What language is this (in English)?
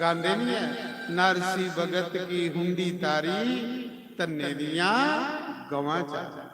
Dogri